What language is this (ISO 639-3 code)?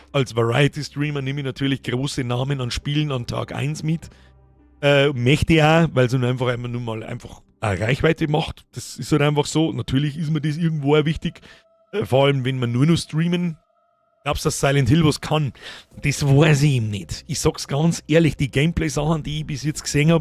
bar